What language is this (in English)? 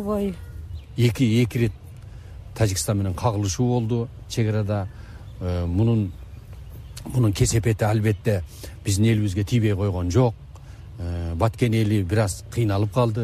Kyrgyz